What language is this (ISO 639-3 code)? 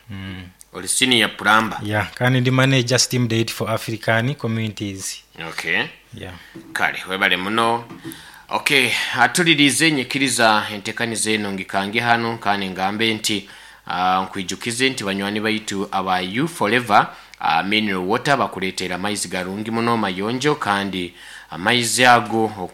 nyo